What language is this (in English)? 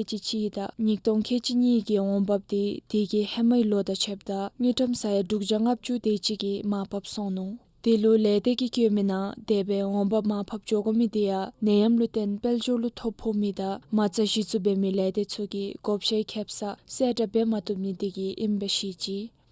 Dzongkha